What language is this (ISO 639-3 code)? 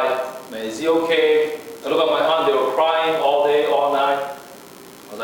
cnh